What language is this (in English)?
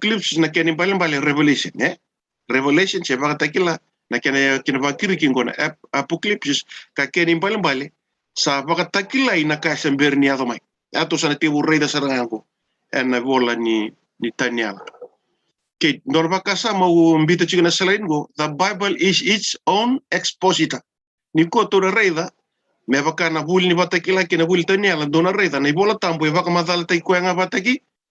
Fijian